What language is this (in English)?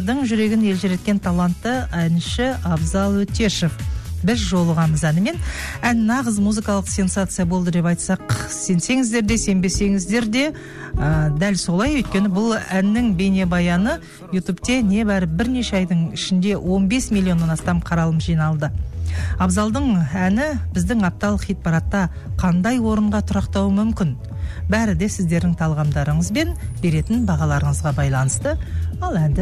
Kazakh